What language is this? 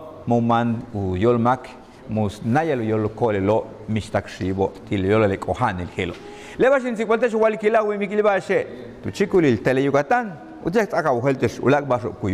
Yucateco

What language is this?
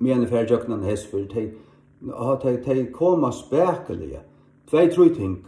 Faroese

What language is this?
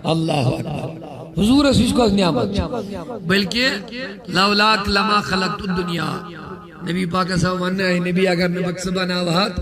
Kashmiri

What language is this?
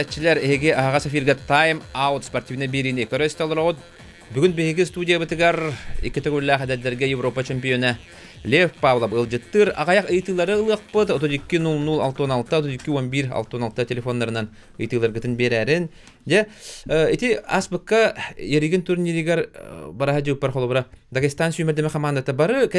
Yakut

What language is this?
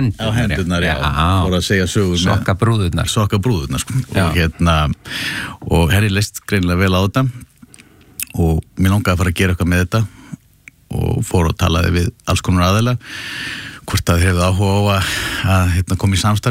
Icelandic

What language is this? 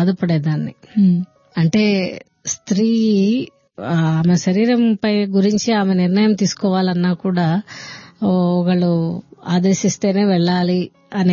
Telugu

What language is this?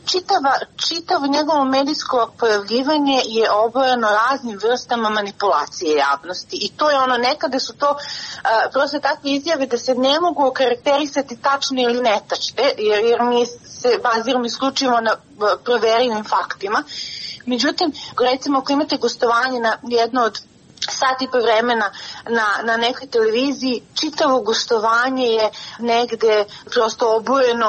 Serbian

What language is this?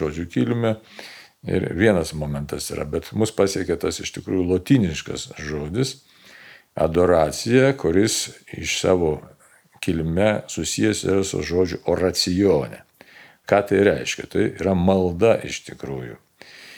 Lithuanian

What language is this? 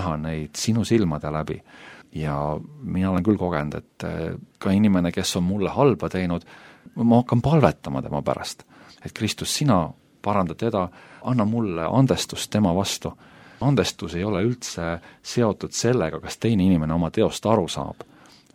Estonian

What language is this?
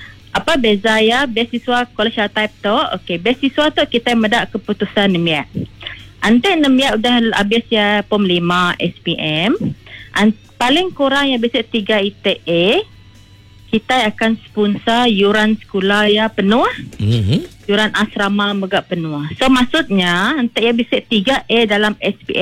Iban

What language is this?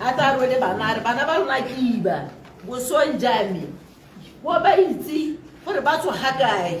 Tswana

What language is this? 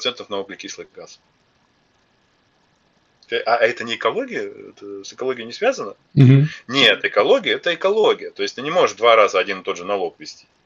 Russian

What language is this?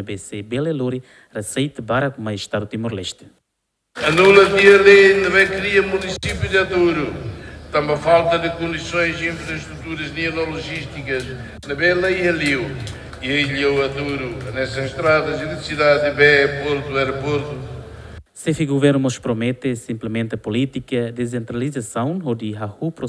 Tetum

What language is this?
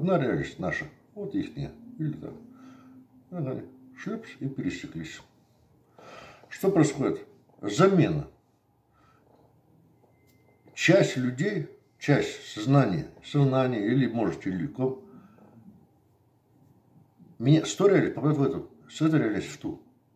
Russian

